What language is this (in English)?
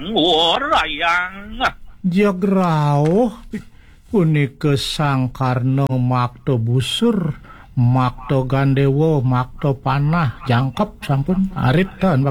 Balinese